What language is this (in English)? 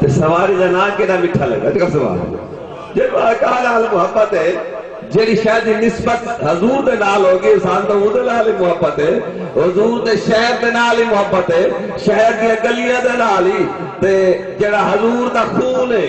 Saraiki